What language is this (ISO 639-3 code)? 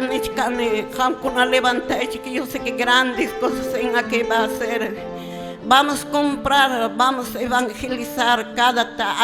que